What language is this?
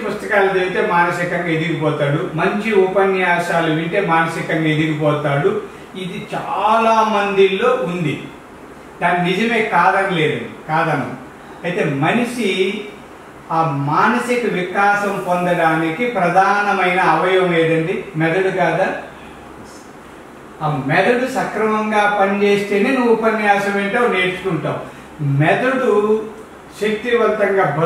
Telugu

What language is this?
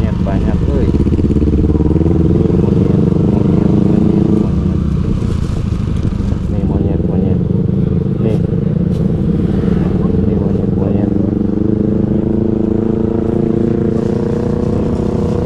Indonesian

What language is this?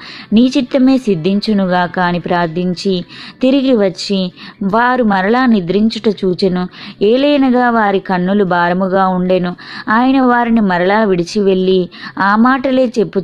Telugu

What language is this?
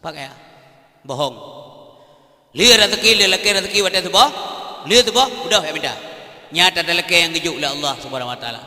Achinese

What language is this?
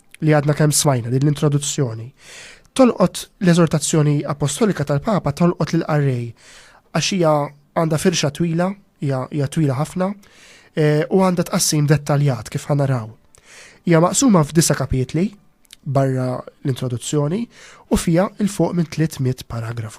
Maltese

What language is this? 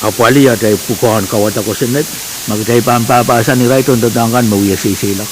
Pohnpeian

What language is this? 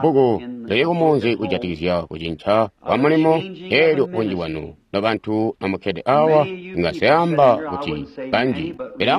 Tonga (Zambia)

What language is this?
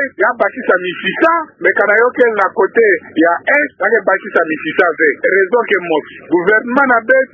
Kituba (Democratic Republic of Congo)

